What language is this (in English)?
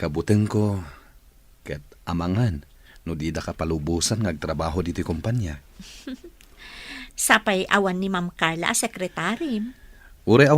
Iloko